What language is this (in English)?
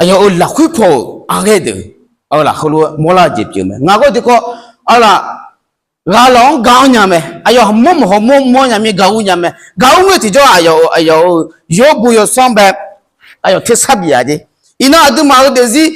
Akha